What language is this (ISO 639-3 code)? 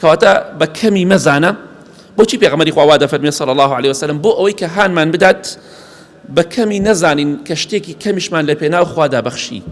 ckb